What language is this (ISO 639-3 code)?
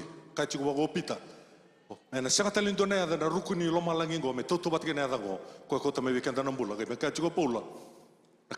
fij